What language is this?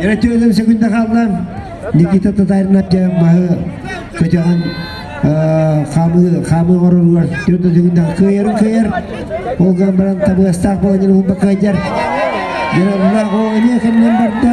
Yakut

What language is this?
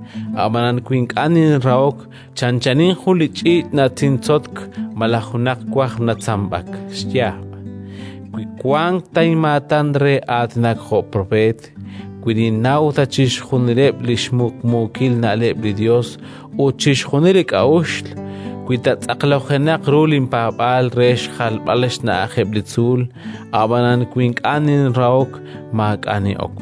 Kekchí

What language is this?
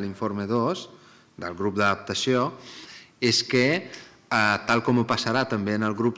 Catalan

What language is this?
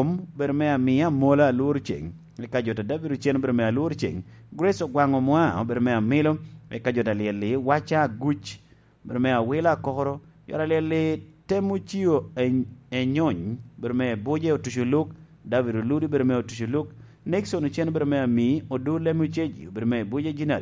Lango (Uganda)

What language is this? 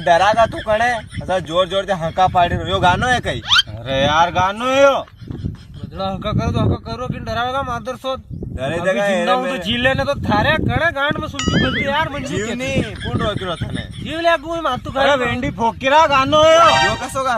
Rajasthani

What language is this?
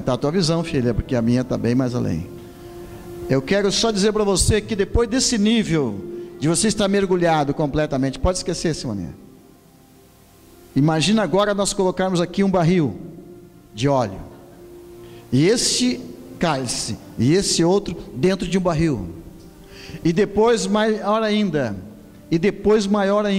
Portuguese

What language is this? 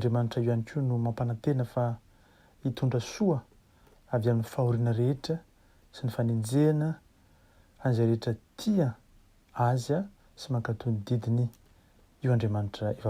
Malagasy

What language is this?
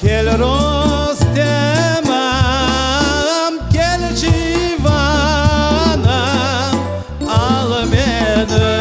Crimean Tatar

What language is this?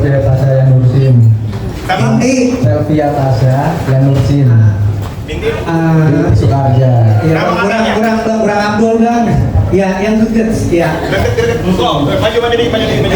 Betawi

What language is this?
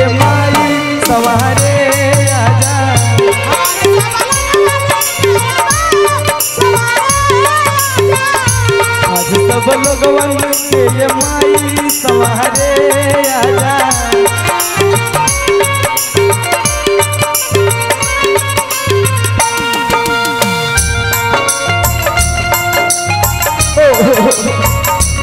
Bhojpuri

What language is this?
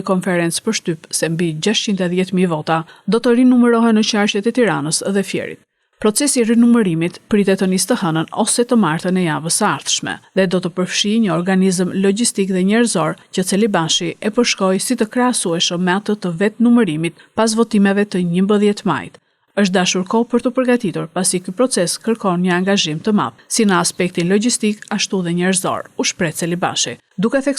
Albanian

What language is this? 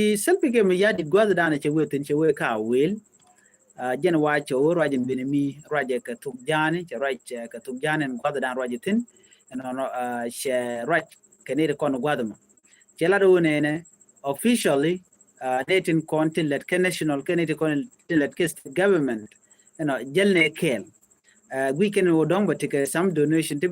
Nuer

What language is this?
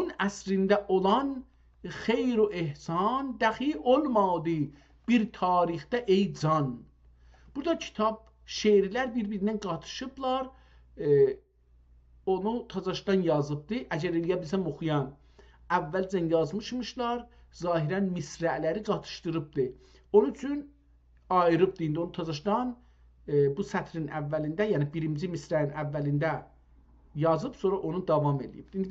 South Azerbaijani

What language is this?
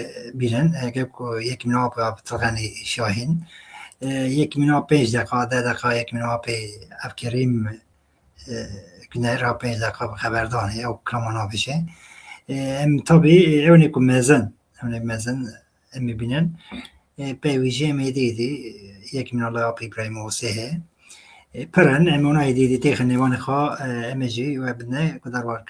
Kurdish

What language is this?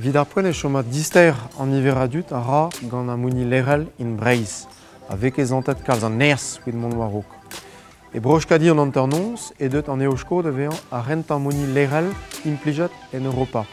Breton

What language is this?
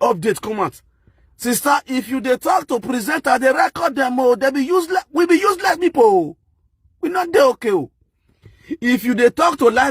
Nigerian Pidgin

